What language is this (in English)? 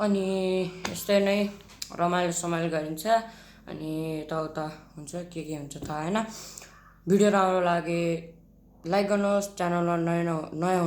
Nepali